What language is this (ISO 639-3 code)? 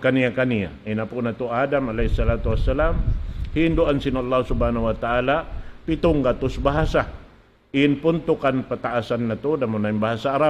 tsg